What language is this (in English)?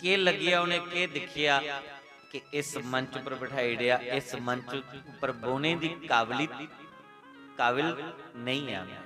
Dogri